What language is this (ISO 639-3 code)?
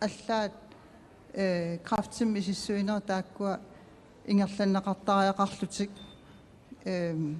kal